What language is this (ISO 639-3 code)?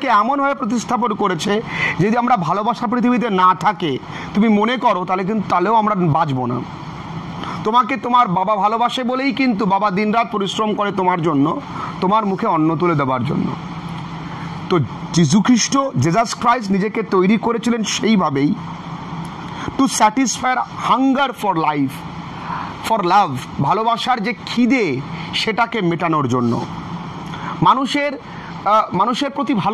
ben